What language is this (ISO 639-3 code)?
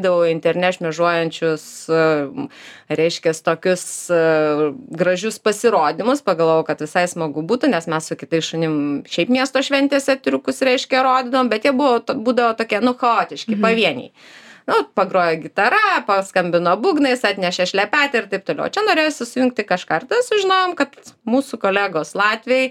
lit